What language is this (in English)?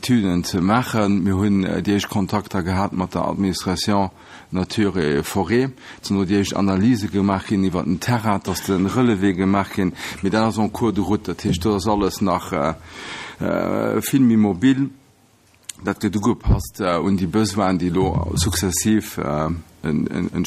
Luxembourgish